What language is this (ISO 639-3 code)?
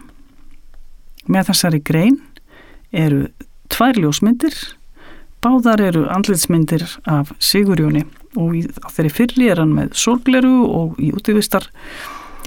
isl